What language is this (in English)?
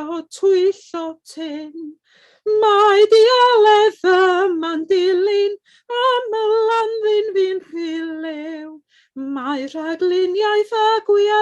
Welsh